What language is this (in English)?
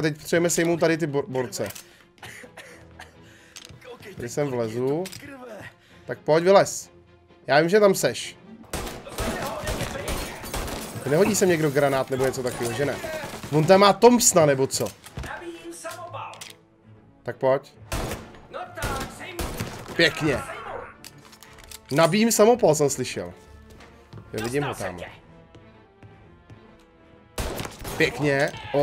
Czech